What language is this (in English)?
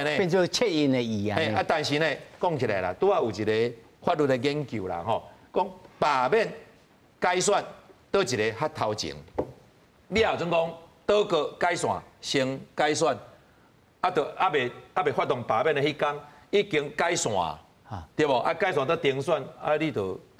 Min Nan Chinese